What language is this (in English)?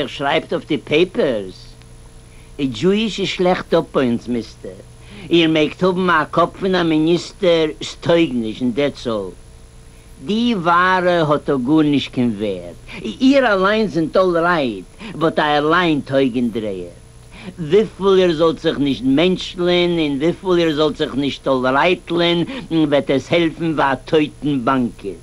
Yiddish